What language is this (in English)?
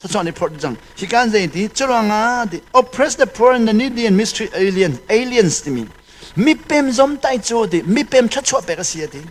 Hakha Chin